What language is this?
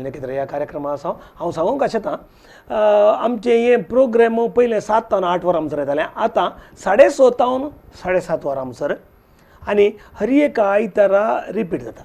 Konkani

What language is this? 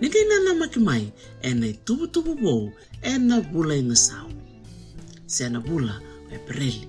Fijian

